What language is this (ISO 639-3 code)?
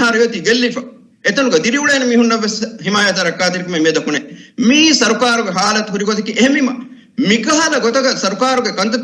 div